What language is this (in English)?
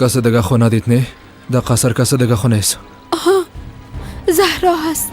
Persian